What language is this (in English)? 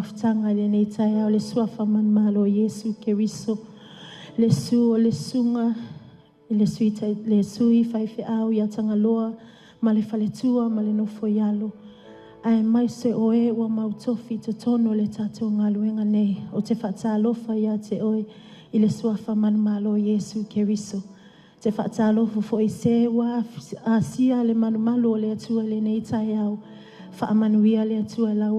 Samoan